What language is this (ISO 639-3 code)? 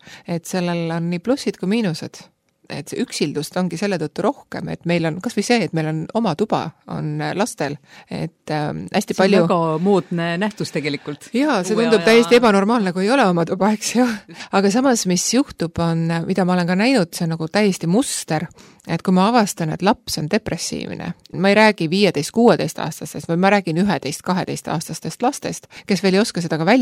est